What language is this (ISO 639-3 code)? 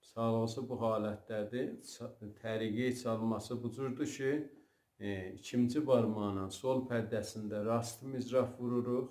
azb